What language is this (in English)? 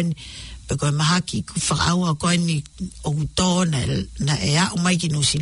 Tongan